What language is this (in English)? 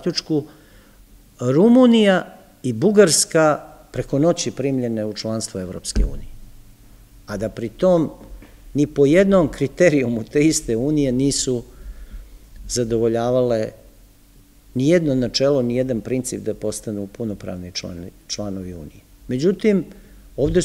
Serbian